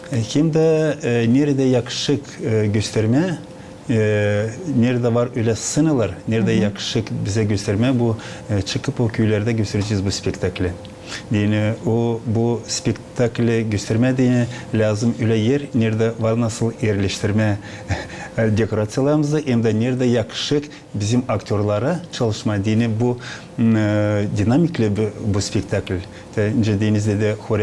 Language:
Gagauz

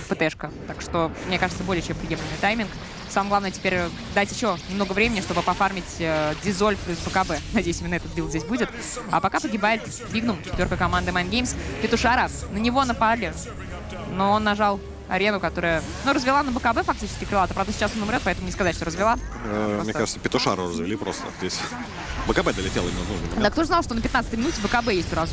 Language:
Russian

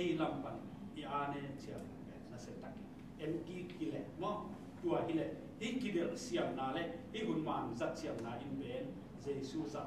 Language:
Tedim Chin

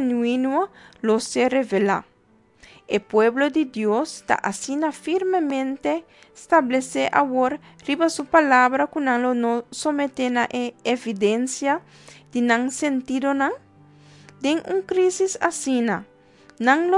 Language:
Papiamento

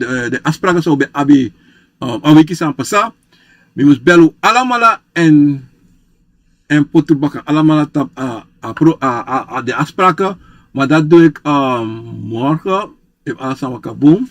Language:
Sranan Tongo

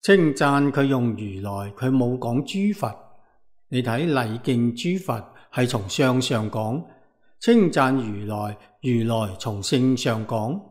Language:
Cantonese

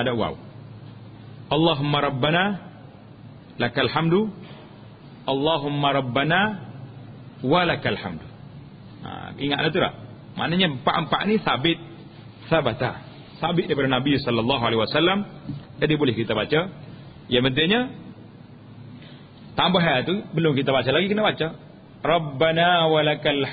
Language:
Malay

